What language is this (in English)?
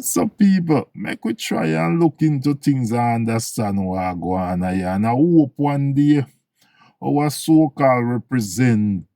Jamaican Creole English